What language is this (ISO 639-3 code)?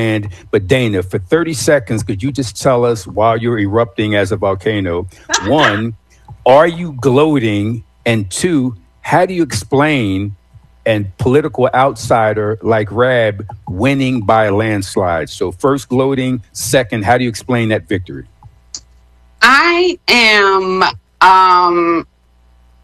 eng